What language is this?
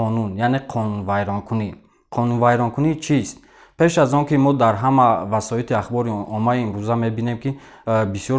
Tajik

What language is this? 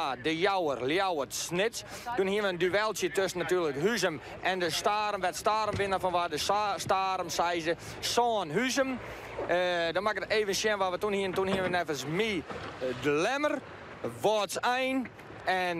Western Frisian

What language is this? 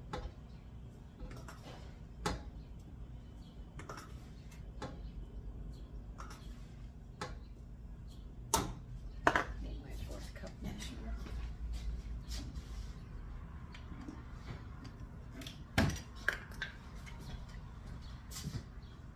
English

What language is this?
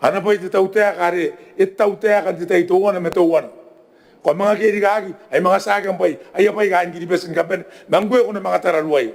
Gilbertese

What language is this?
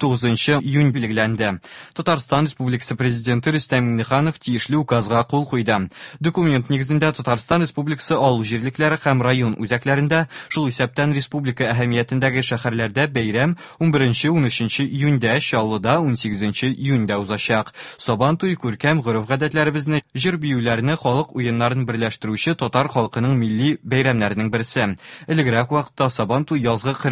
Tatar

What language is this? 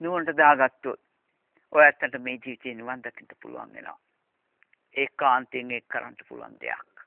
Sinhala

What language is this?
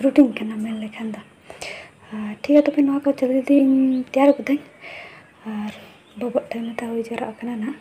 Santali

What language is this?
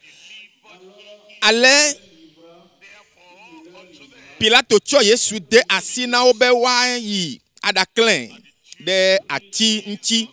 Ewe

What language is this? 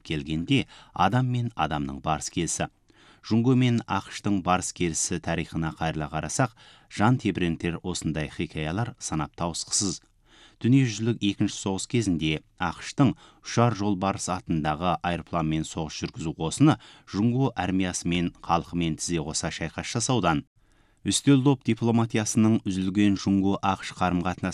Kazakh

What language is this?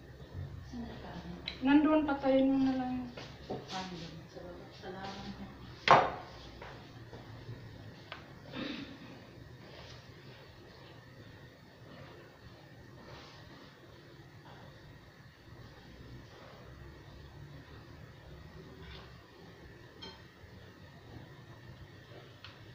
Filipino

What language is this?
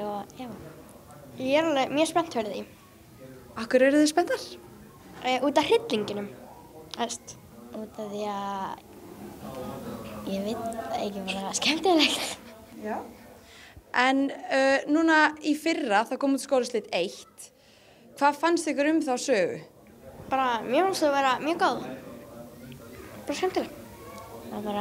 Icelandic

